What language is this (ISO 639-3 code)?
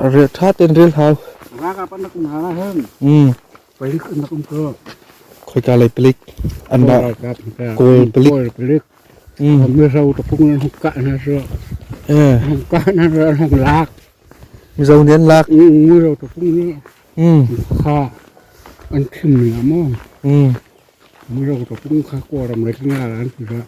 cnh